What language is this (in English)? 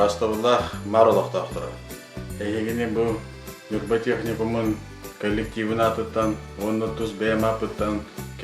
Yakut